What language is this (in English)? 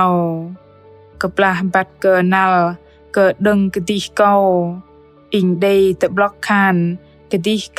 Bahnar